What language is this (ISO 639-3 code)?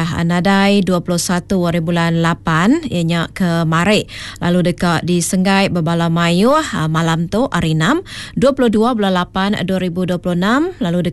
iba